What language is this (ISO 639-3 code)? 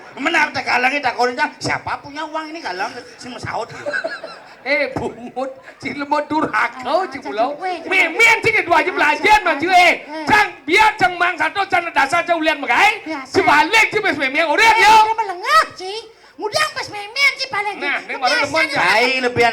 ban